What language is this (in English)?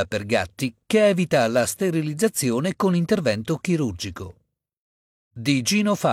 Italian